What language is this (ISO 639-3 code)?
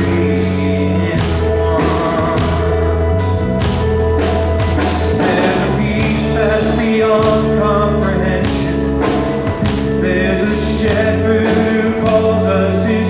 eng